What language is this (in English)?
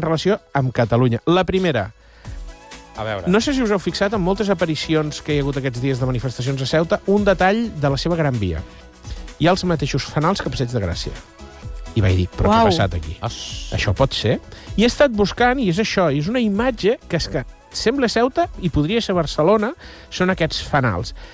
Catalan